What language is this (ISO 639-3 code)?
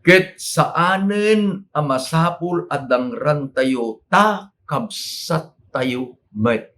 ilo